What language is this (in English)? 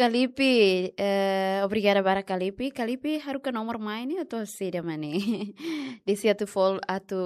Tetum